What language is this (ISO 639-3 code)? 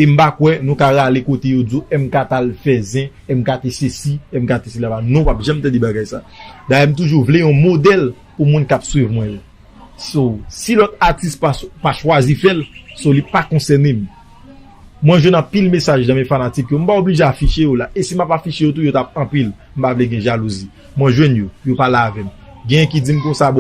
hat